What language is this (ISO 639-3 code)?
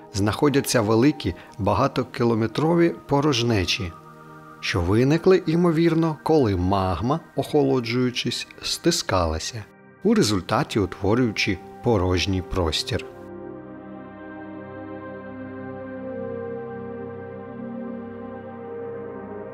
ukr